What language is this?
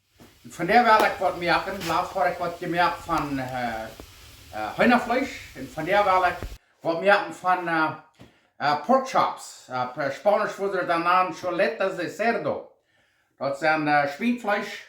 Plautdietsch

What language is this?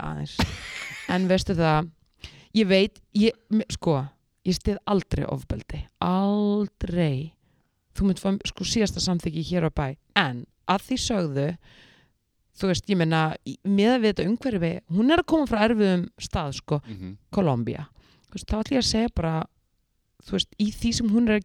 Icelandic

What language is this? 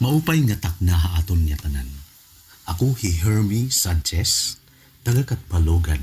Waray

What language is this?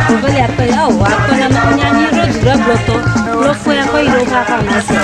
Ewe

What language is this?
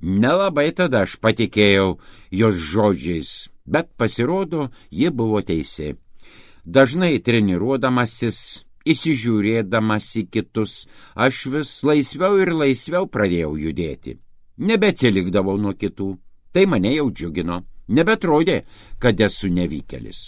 Lithuanian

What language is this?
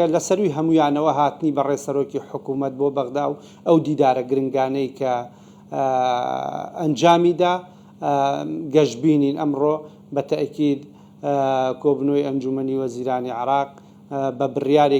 Central Kurdish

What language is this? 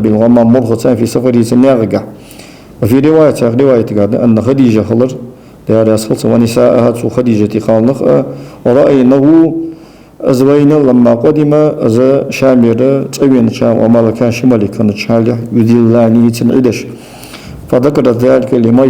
Ingush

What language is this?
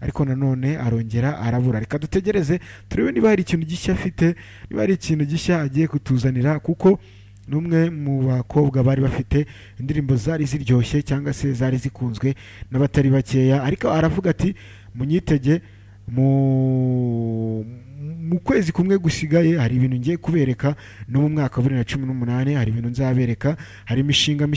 Kinyarwanda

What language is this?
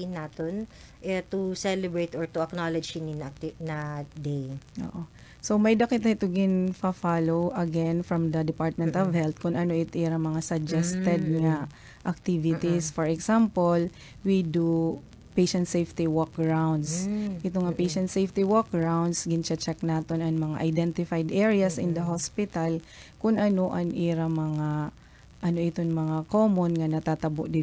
Waray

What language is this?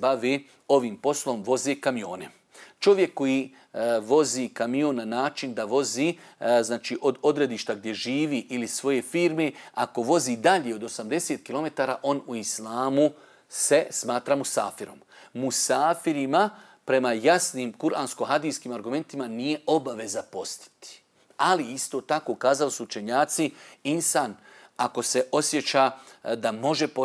Bosnian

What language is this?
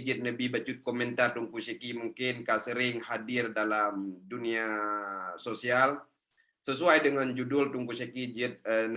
Achinese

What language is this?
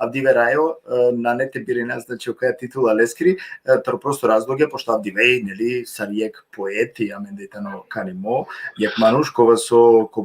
Balkan Romani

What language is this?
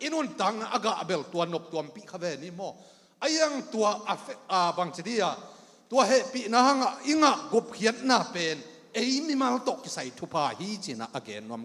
Tedim Chin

